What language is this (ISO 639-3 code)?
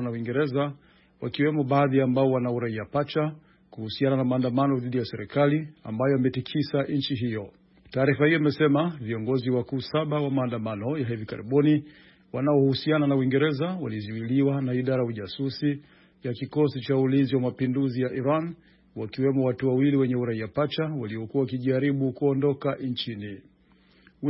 swa